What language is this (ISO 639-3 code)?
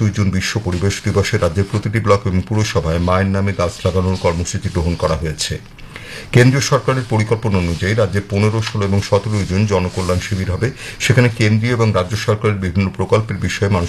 ben